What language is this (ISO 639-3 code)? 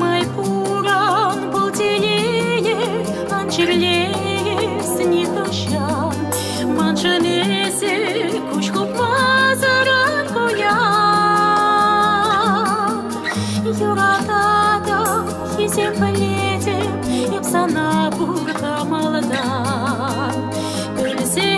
chv